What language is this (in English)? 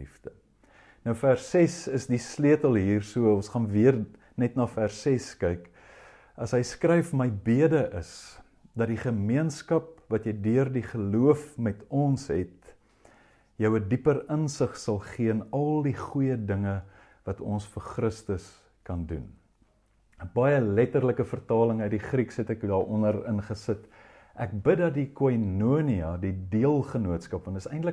Afrikaans